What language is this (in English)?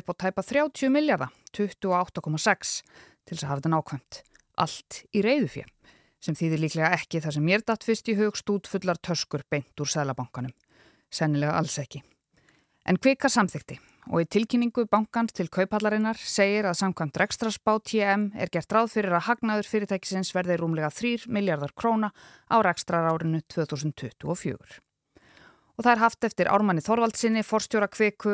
Icelandic